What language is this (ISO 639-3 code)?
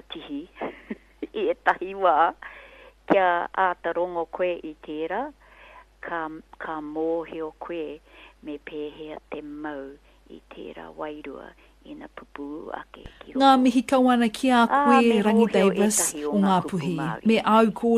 mri